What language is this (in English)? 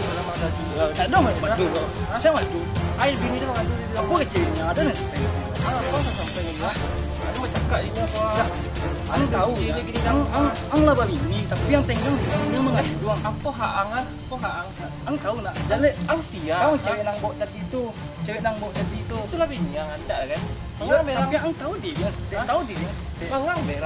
Minangkabau